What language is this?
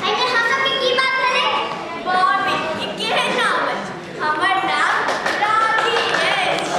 Maithili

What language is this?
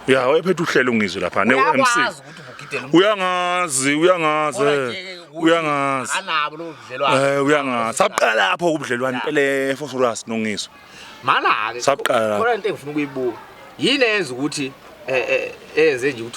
Zulu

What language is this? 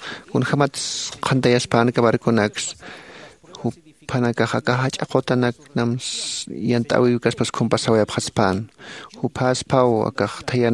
Aymara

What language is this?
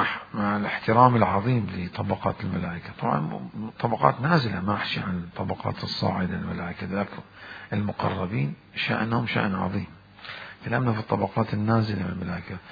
Mesopotamian Arabic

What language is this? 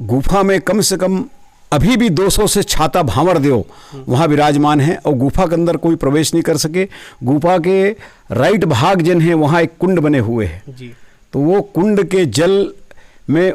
Chhattisgarhi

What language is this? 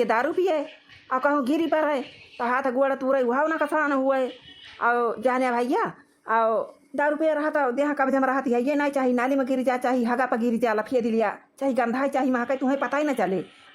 Awadhi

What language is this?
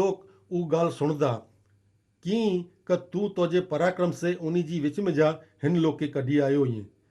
Kachhi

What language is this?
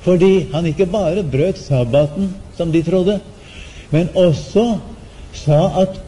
Norwegian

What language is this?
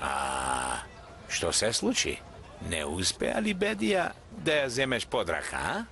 Macedonian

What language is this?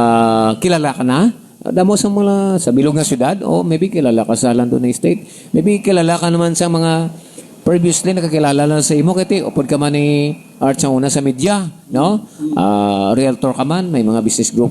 Hiligaynon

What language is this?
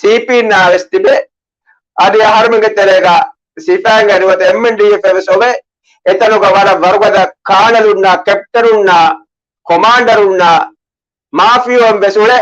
Divehi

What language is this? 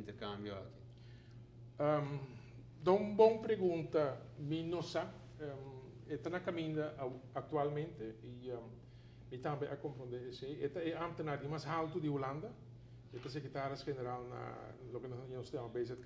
Papiamento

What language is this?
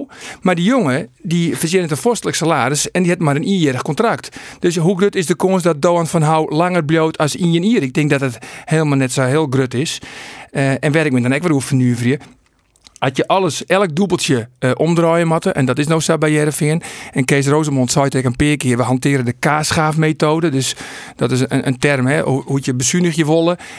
Western Frisian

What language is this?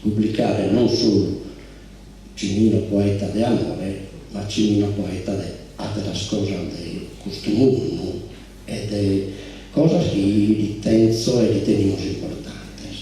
Sardinian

